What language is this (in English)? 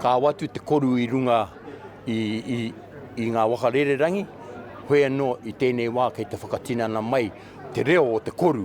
Māori